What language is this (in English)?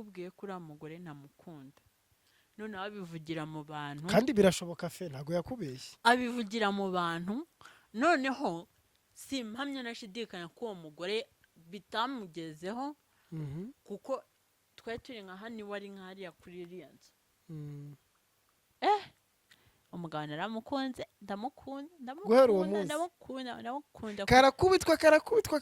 Kinyarwanda